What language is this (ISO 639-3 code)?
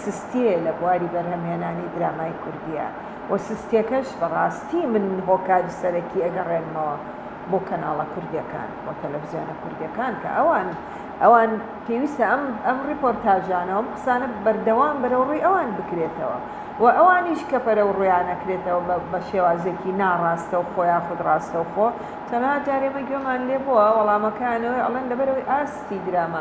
ckb